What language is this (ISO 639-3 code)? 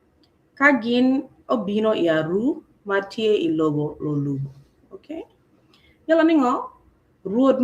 ach